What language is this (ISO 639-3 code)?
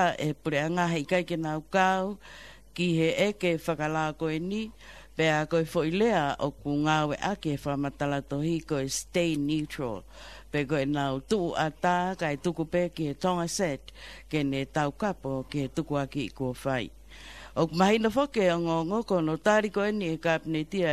ton